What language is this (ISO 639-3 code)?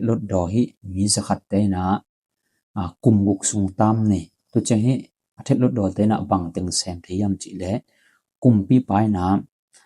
ctd